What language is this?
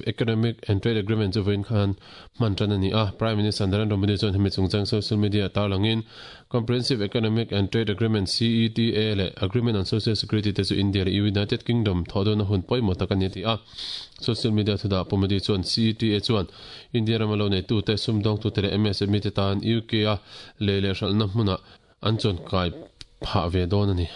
Mizo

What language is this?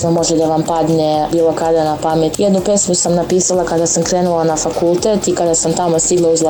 Serbian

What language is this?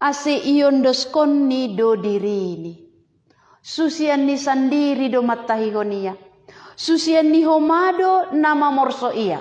Batak Simalungun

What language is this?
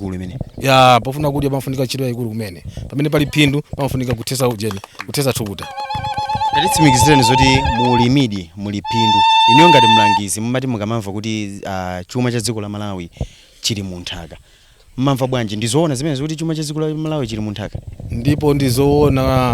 Nyanja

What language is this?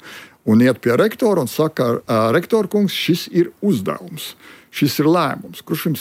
Latvian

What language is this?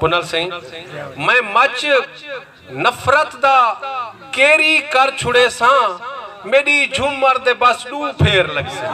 Saraiki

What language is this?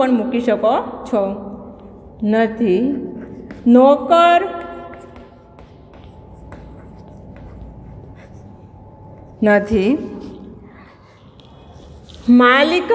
Gujarati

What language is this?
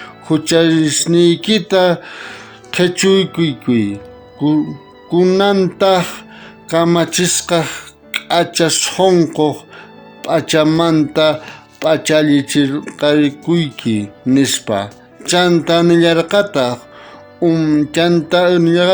South Bolivian Quechua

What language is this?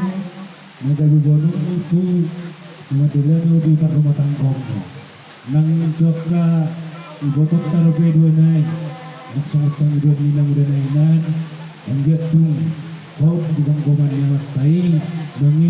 Batak Toba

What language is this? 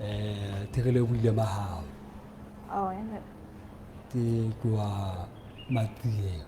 Southern Sotho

